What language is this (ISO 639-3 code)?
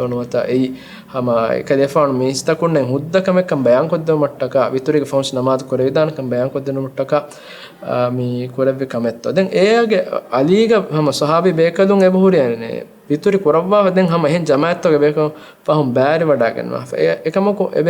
div